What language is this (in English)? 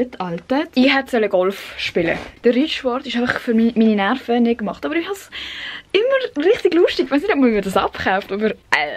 Swiss German